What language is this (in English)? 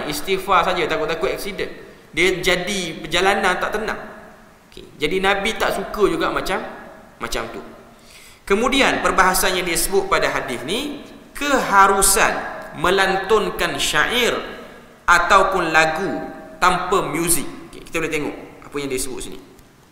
Malay